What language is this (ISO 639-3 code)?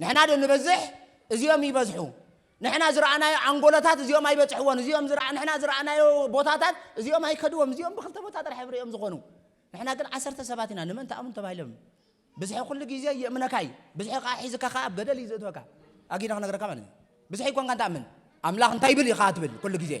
tir